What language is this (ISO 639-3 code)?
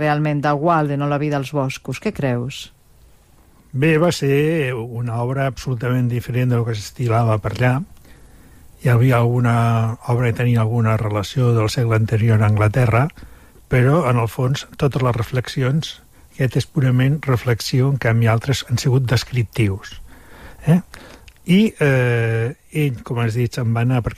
cat